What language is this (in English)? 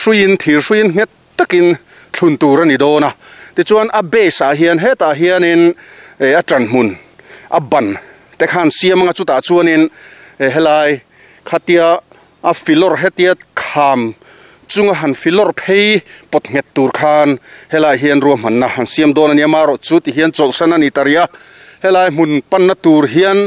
Mizo